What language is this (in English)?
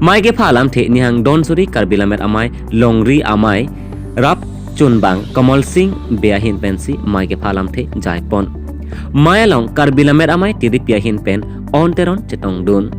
Karbi